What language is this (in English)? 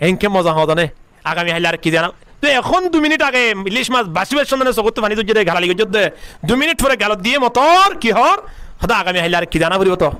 Rohingya